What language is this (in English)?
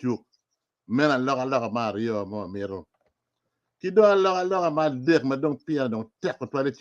Acoli